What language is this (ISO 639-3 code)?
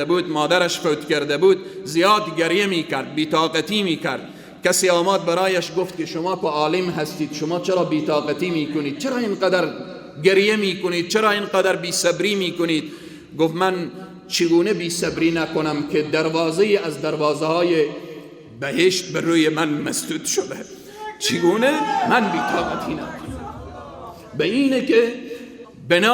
fas